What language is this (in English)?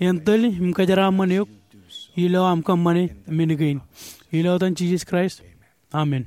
Marshallese